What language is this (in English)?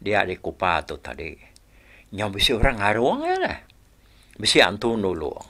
Iban